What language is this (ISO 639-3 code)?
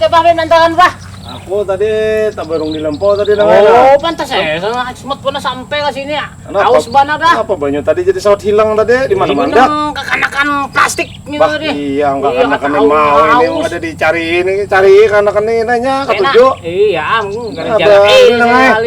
bjn